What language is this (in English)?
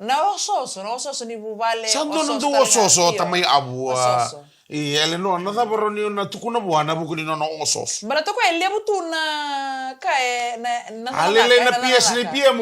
Fijian